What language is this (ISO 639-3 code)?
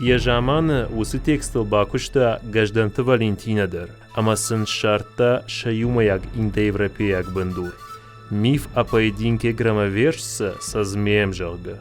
oss